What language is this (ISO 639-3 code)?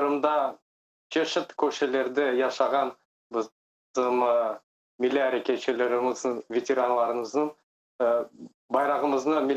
crh